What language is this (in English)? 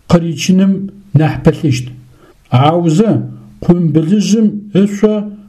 Adyghe